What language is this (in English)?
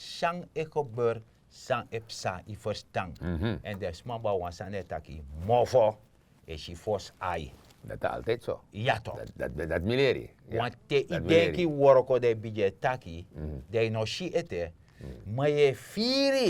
Sranan Tongo